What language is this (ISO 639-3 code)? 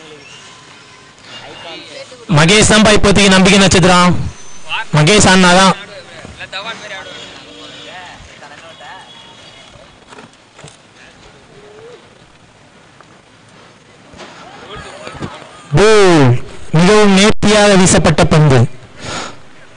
tam